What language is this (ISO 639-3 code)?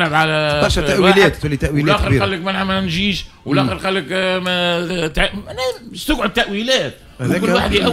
aeb